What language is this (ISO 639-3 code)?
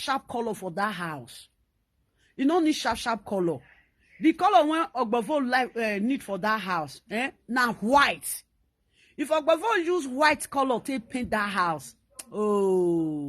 pcm